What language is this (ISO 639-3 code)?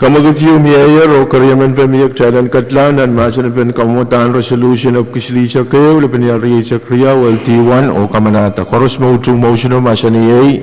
pon